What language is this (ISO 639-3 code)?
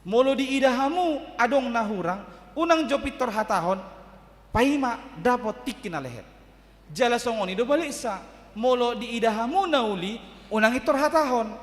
bbc